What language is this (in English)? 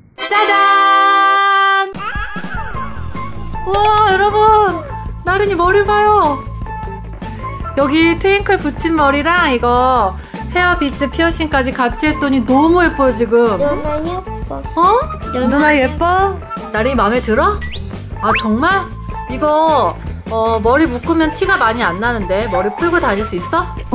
Korean